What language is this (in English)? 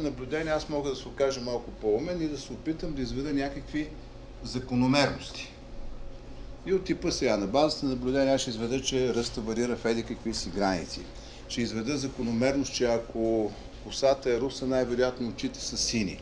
Bulgarian